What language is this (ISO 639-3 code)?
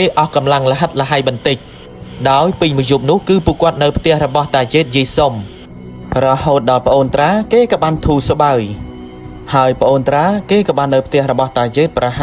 khm